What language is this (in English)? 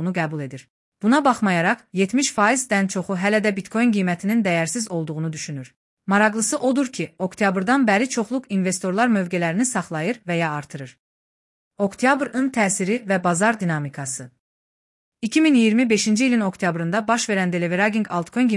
Azerbaijani